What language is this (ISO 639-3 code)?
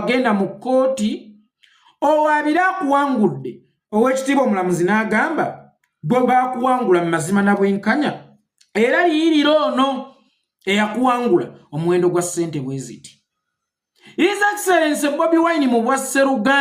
lug